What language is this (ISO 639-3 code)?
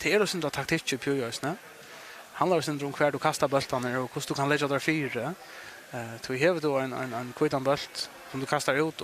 fao